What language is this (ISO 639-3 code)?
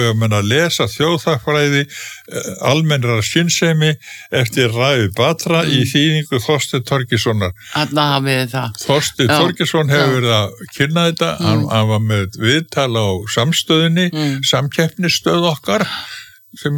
isl